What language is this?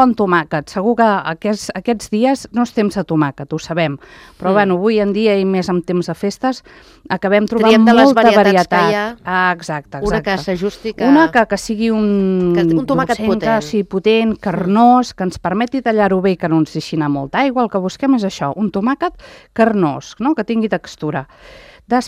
Catalan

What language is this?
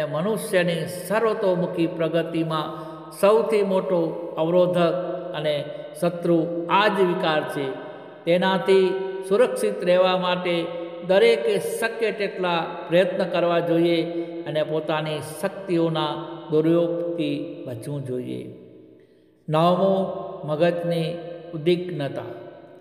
Gujarati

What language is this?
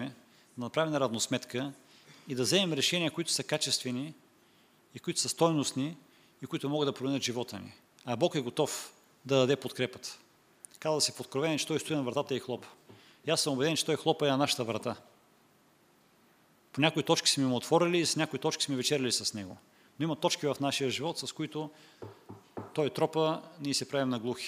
Bulgarian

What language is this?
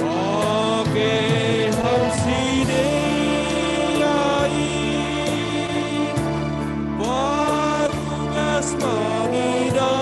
Batak Simalungun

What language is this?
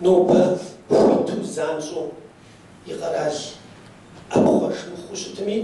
Kabardian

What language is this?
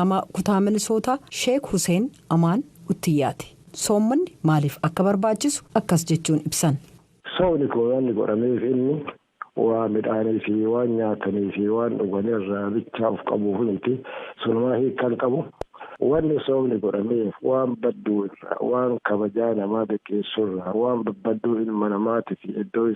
Oromo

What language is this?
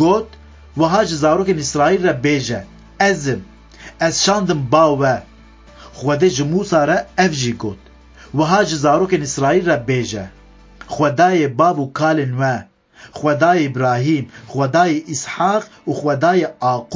Kurdish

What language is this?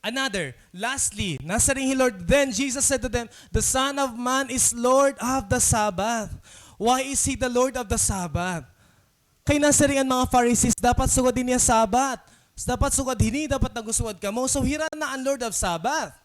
Waray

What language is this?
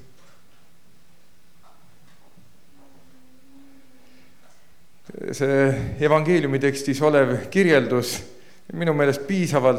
Estonian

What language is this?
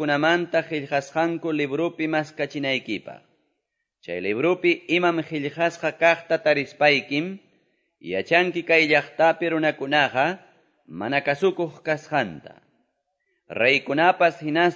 Quechua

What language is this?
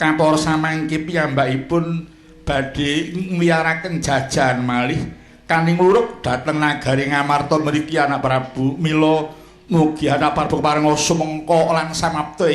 Javanese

